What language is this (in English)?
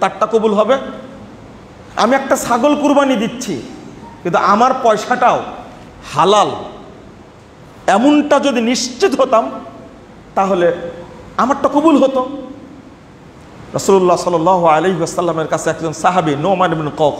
Bangla